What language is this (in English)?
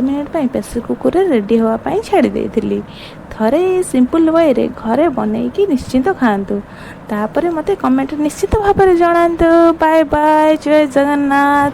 Odia